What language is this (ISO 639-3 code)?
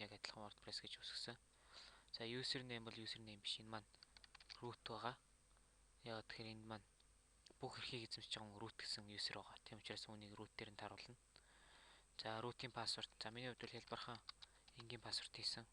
mon